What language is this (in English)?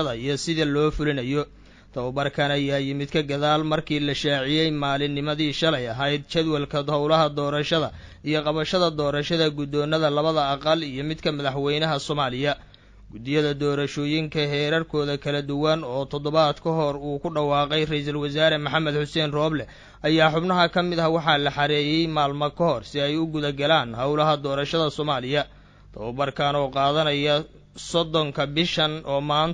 Somali